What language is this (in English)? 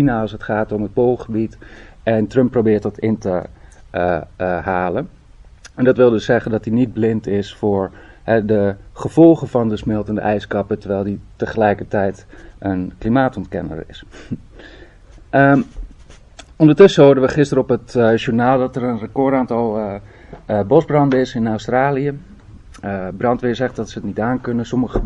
Dutch